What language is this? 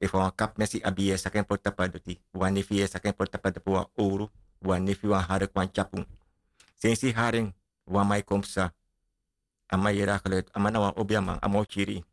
Sranan Tongo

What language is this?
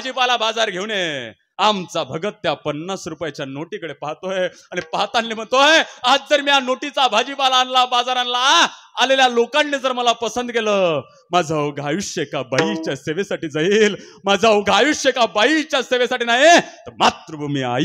Marathi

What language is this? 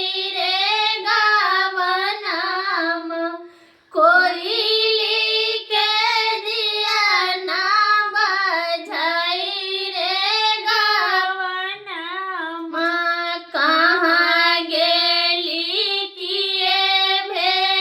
Maithili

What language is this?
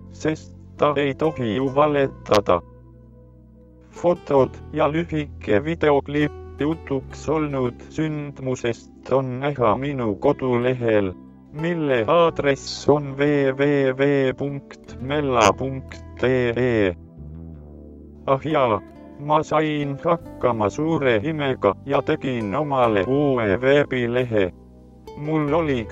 Estonian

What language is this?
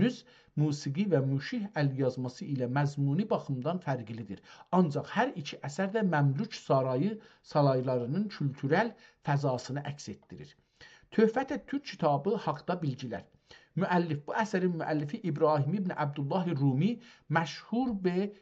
South Azerbaijani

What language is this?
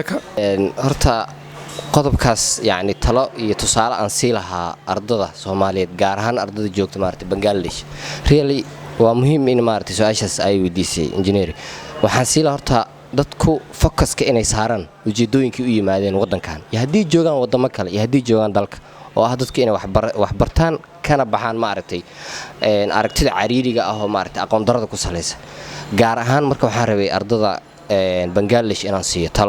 Somali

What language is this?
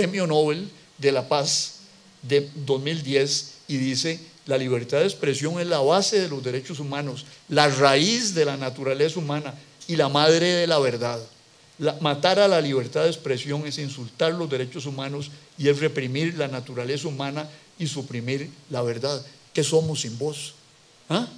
Spanish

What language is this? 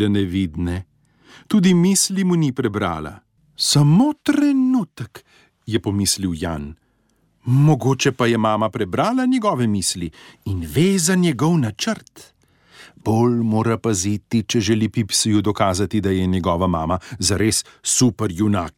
Slovenian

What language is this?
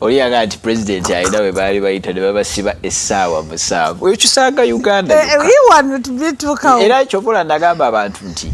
Ganda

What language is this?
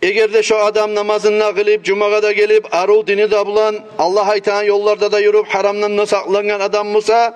Kumyk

